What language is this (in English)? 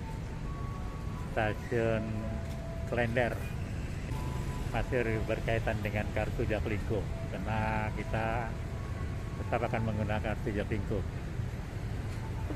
Indonesian